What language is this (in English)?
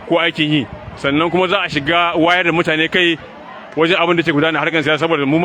Hausa